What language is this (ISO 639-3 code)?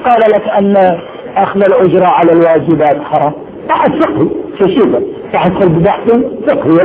ara